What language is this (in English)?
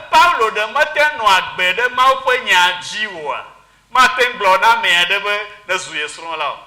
Ewe